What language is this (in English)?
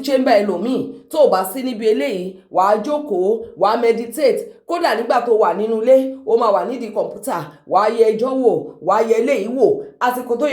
Yoruba